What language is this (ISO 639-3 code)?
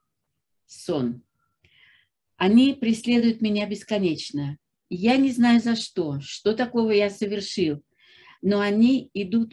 rus